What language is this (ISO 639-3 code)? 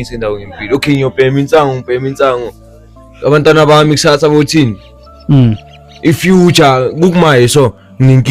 zul